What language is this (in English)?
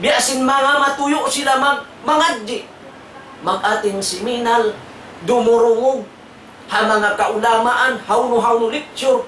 Tausug